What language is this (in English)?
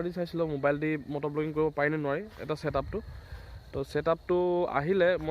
Assamese